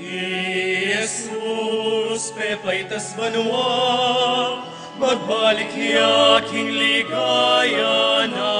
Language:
Pampanga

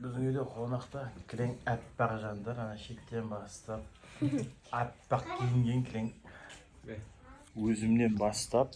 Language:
Kazakh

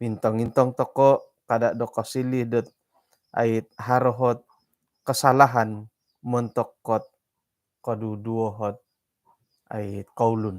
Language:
Central Dusun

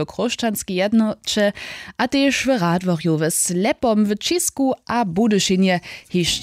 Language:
Upper Sorbian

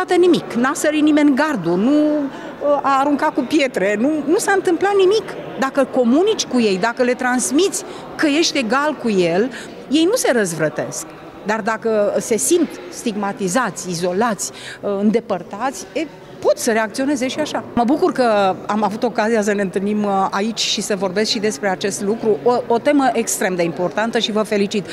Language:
Romanian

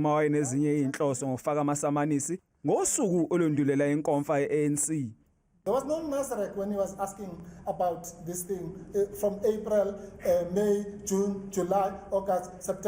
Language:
Zulu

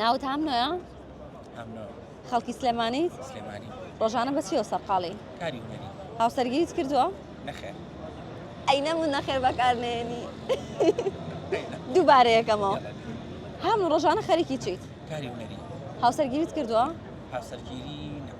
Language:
Central Kurdish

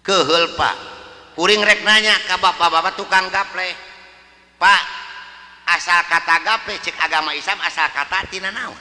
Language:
Sundanese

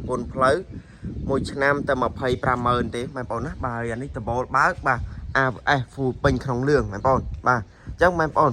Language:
Khmer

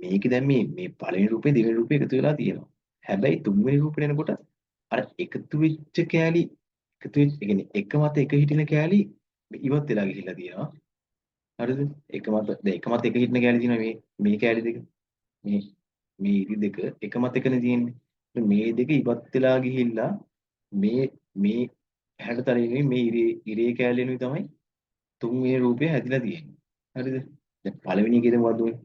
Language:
Sinhala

